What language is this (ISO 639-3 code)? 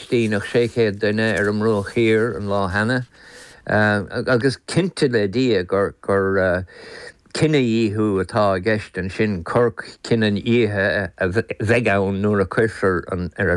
gle